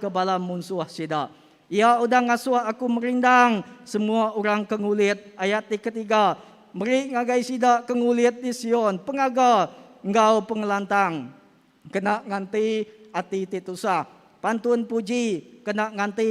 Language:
Iban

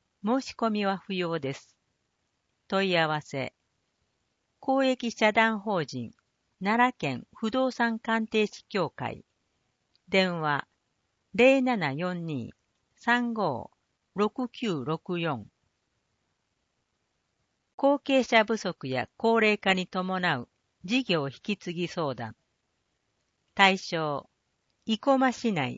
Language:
Japanese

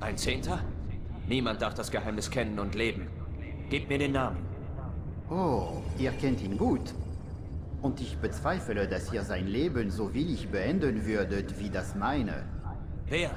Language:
Bavarian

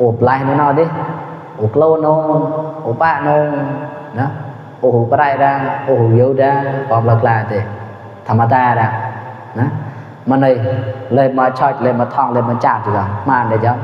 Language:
Mon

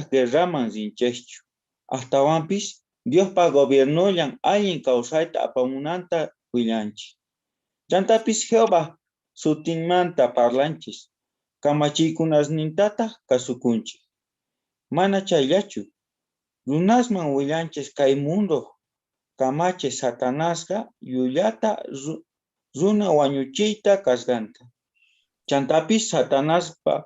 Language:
South Bolivian Quechua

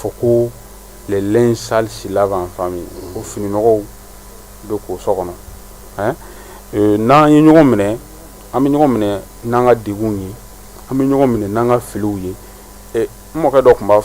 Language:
Bambara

